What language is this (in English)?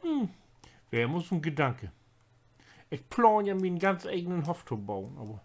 Low German